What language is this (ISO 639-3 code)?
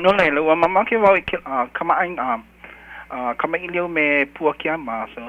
haw